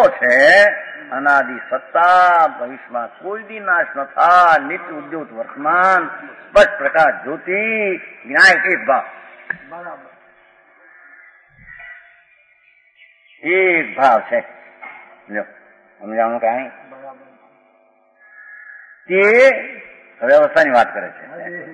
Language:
Gujarati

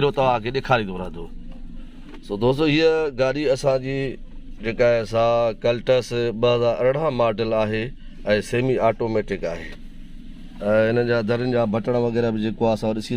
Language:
Sindhi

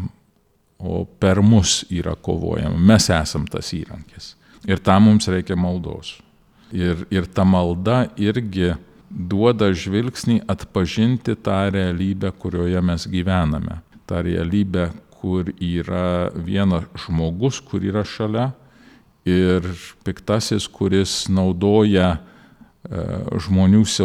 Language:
Lithuanian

